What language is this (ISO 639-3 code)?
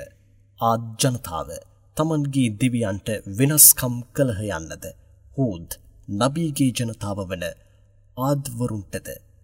sin